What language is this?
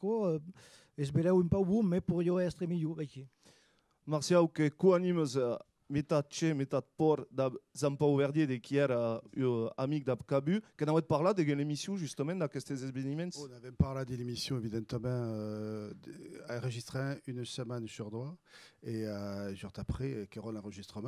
Occitan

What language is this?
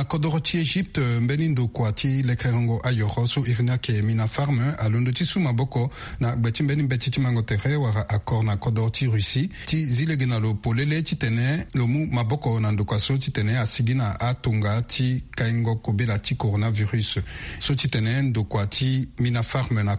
Sango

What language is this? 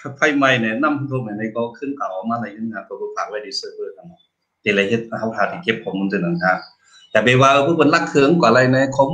Shan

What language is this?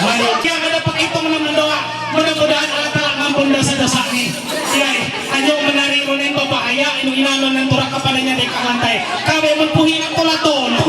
Ma'anyan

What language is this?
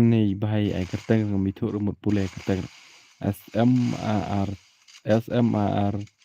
Khasi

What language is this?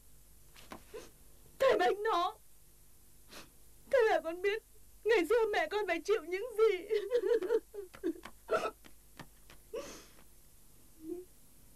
Vietnamese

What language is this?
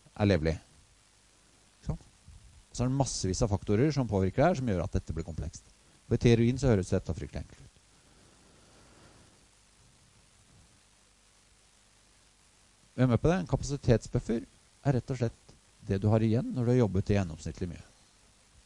Norwegian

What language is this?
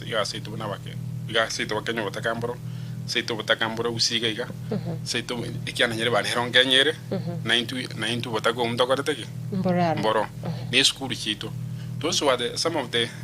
Gusii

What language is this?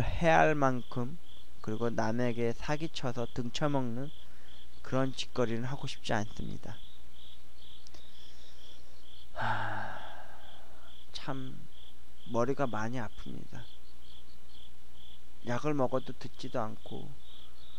Korean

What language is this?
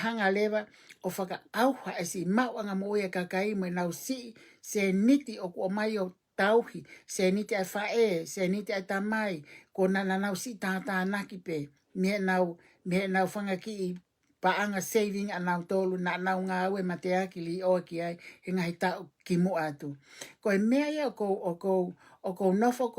Tongan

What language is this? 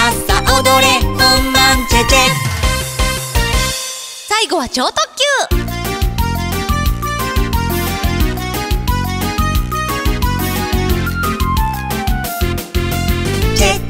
Japanese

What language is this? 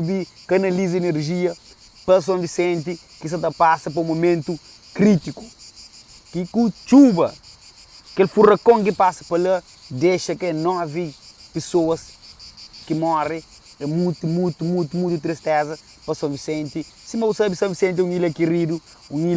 Kabuverdianu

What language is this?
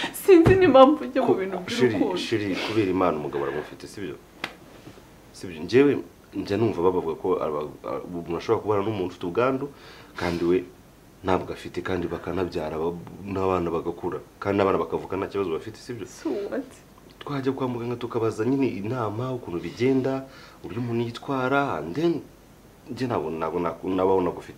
Kinyarwanda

